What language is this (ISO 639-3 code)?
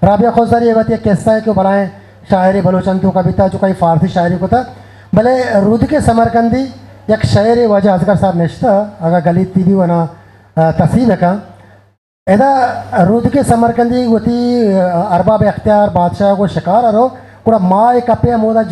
bgp